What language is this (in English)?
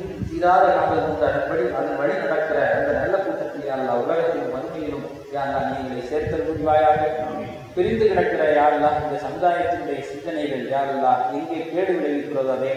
Tamil